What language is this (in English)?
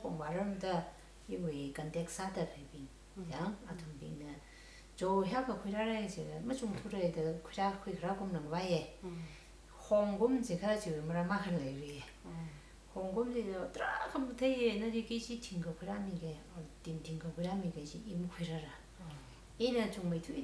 Tangkhul Naga (India)